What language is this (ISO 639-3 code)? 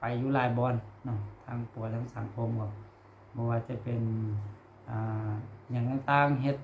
lao